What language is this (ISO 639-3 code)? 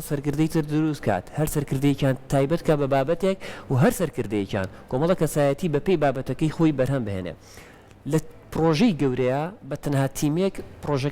ckb